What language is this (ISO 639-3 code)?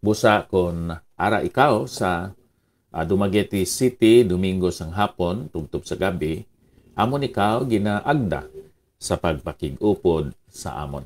hil